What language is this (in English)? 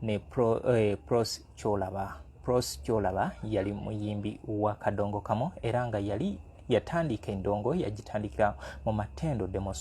Ganda